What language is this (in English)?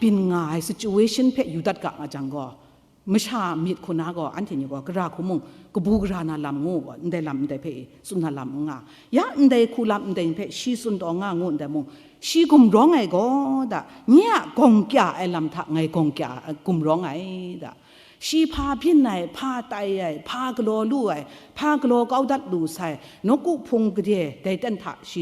Kachin